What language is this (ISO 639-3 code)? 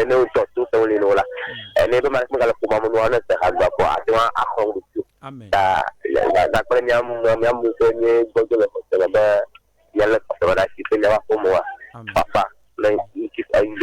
ewe